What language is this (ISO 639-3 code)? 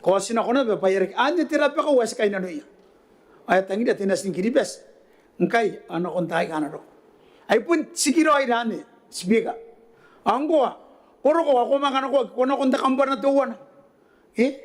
gil